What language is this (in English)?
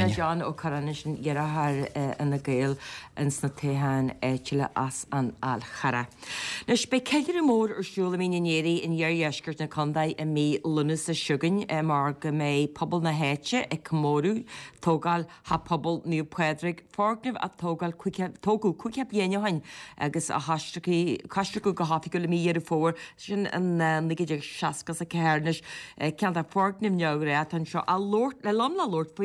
Irish